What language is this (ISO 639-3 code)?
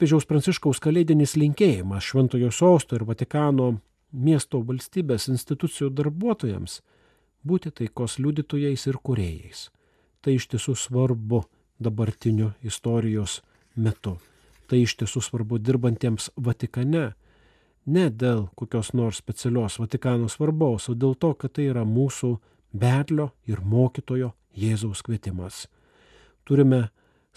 lit